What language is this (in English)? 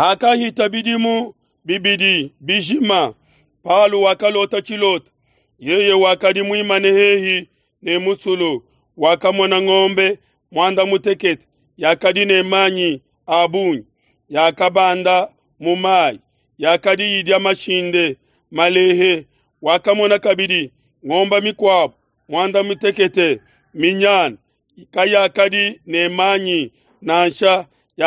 Luba-Lulua